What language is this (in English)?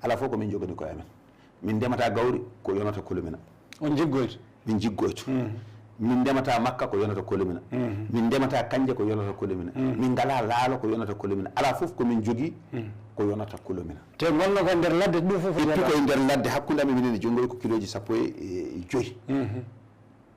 Fula